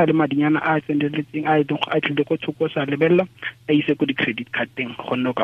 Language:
Tswana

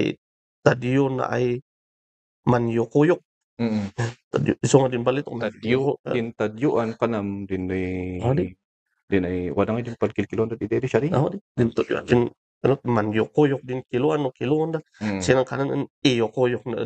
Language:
Kankanaey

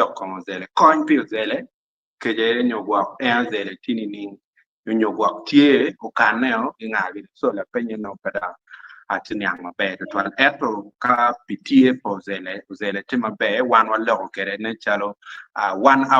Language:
Acoli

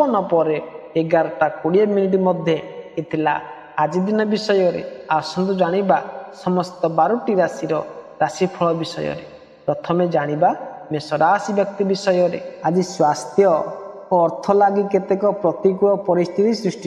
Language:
Odia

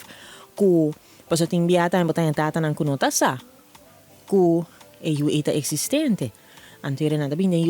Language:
Papiamento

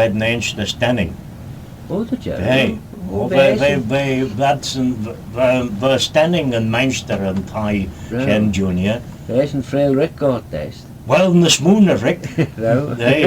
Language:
Manx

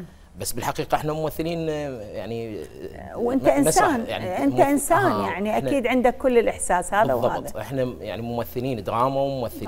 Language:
Mesopotamian Arabic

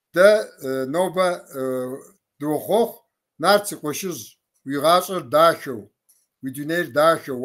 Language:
Kabardian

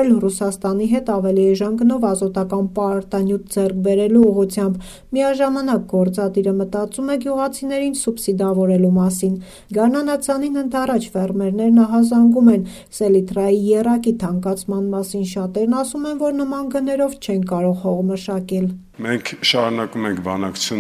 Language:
Armenian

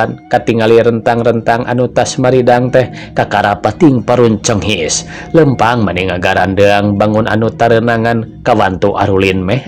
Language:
Sundanese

